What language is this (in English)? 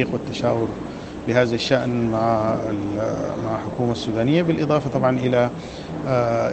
Sudanese Arabic